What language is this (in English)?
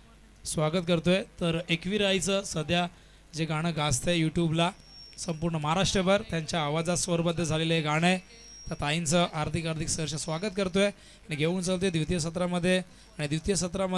Marathi